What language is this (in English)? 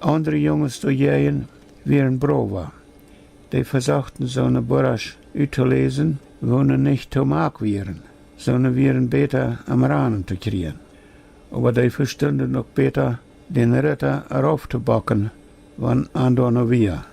Plautdietsch